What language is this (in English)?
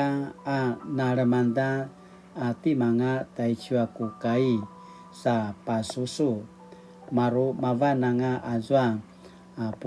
Paiwan